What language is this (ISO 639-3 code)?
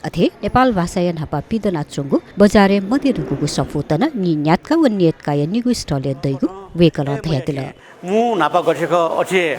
new